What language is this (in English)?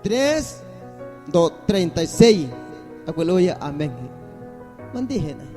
Guerrero Amuzgo